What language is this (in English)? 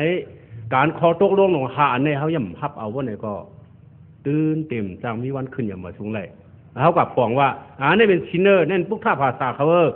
Shan